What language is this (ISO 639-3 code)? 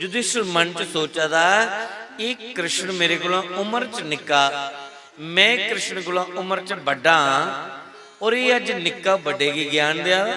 doi